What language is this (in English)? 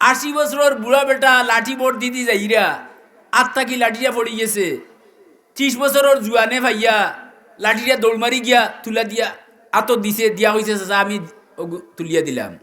Sylheti